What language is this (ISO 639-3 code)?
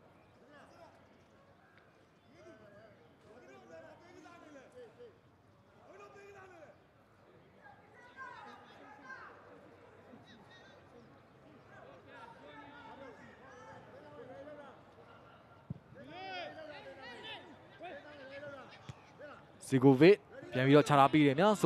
mya